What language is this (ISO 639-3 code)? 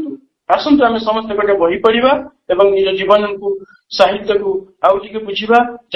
ori